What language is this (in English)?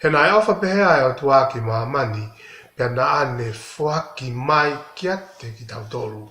Tongan